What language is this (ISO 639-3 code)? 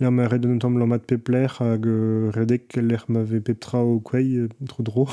bre